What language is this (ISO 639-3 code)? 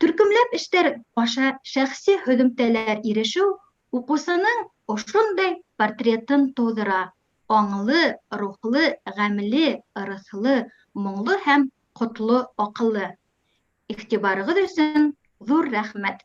bak